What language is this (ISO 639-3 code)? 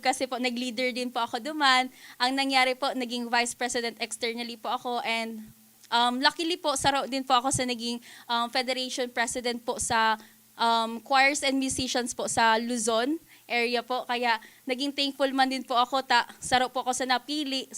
bik